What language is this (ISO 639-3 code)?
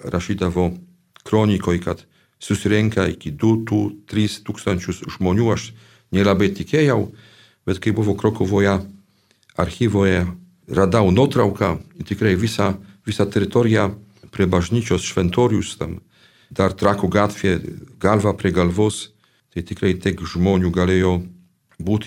lit